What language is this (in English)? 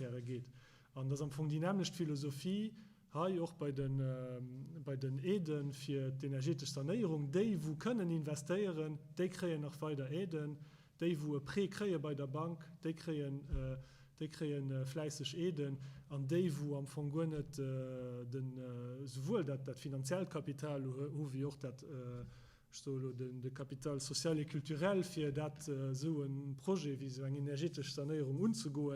Luxembourgish